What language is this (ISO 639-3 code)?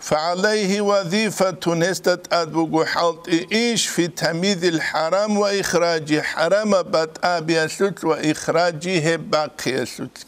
ava